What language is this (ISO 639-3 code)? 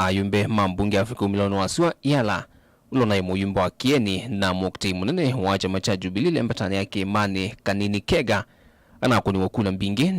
kam